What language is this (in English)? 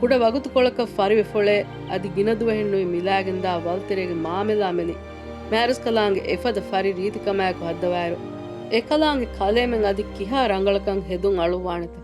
Divehi